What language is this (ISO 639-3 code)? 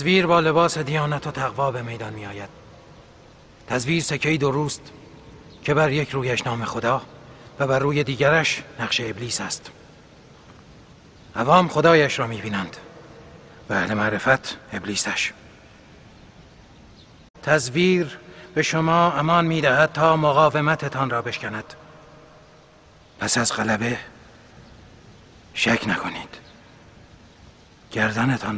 fas